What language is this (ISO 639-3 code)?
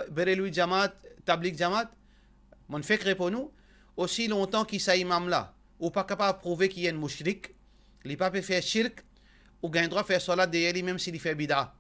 mfe